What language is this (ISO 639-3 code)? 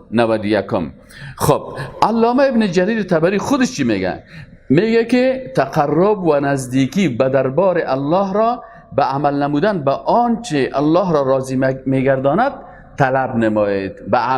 fas